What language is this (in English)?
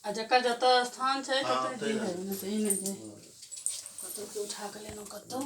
Maithili